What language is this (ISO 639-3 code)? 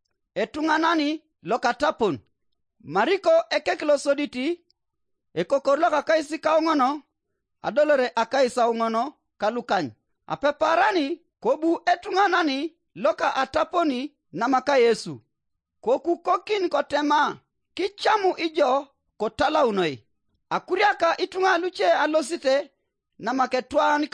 teo